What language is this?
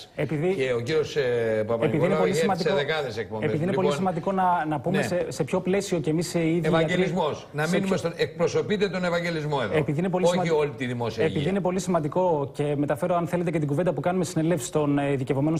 Greek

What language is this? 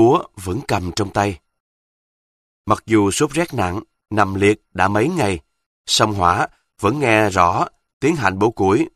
Vietnamese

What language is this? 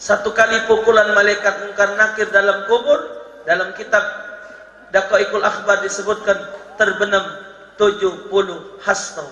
Musi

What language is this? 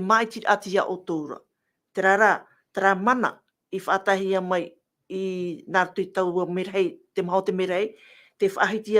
Tahitian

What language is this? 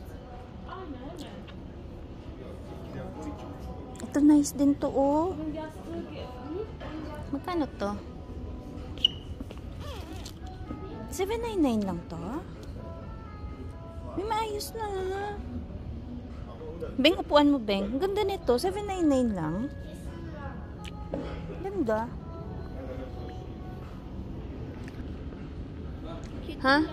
Filipino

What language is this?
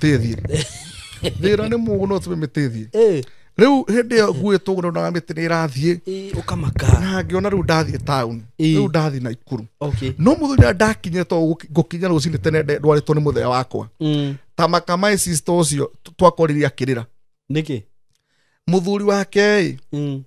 Kikuyu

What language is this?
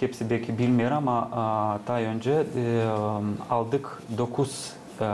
Gagauz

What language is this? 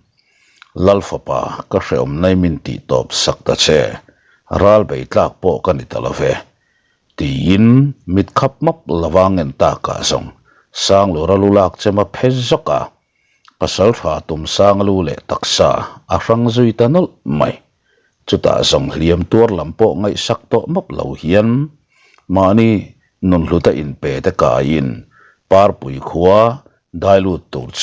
Mizo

